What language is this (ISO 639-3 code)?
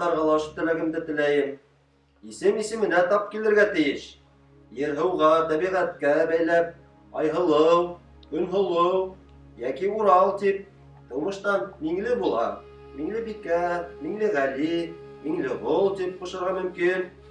bak